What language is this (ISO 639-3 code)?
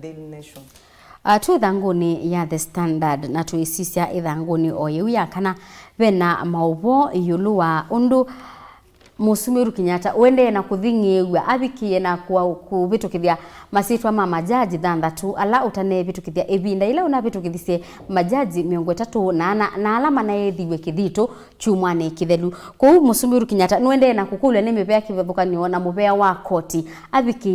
kam